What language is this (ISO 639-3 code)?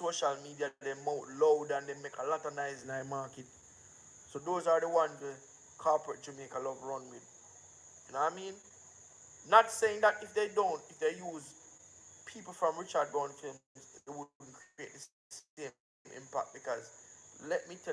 jam